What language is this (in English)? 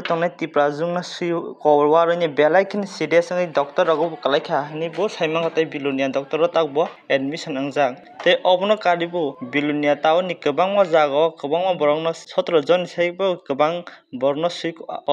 Kok Borok